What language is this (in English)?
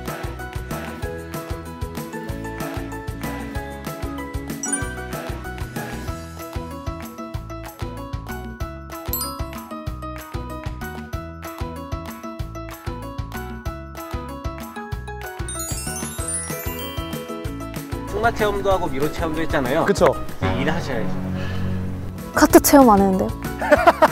Korean